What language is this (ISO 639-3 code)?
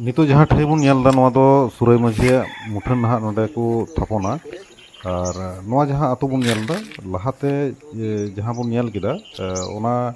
sat